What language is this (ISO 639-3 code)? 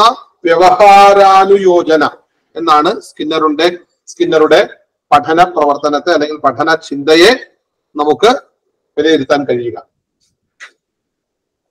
mal